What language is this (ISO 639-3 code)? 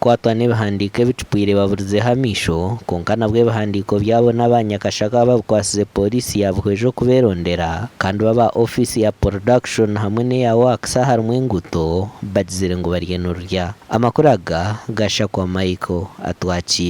nyn